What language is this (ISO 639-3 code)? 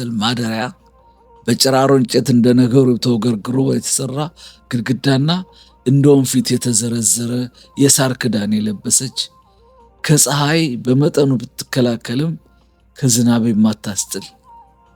amh